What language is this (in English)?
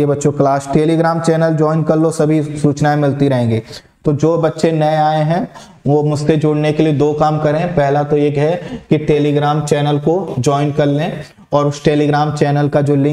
Hindi